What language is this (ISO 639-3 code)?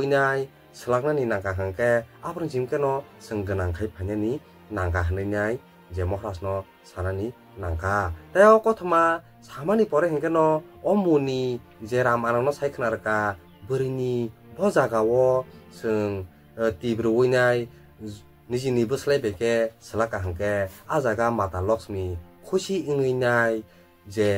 trp